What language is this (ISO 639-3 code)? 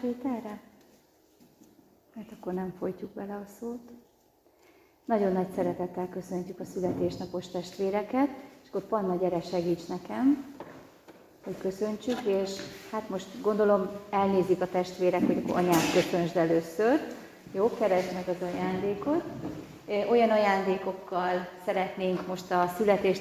hun